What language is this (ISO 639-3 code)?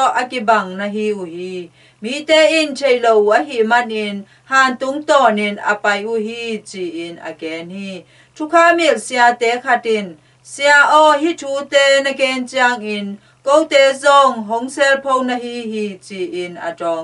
ctd